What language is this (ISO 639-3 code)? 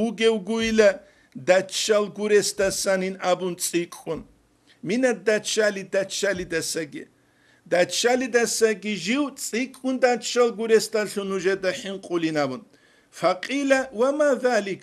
ava